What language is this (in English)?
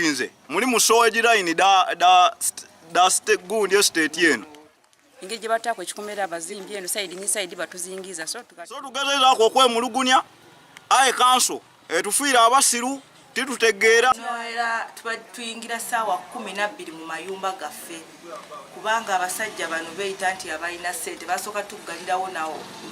Ganda